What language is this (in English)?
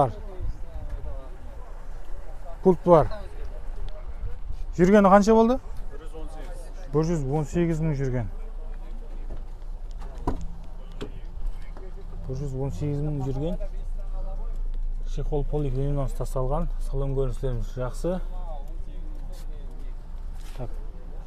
Kazakh